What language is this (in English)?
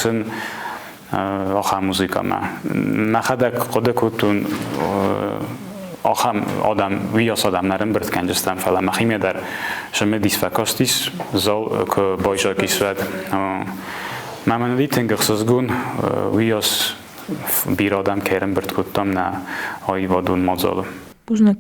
Ossetic